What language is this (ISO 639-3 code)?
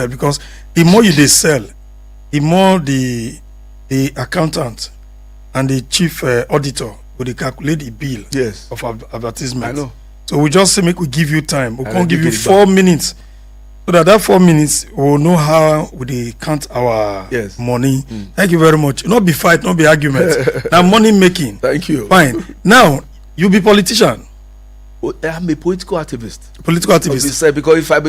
pcm